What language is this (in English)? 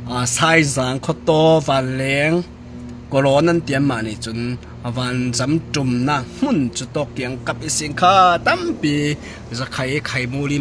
Falam Chin